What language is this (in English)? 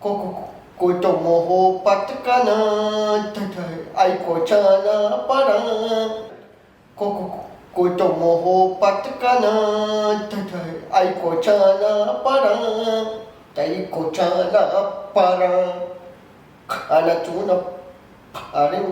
Baluchi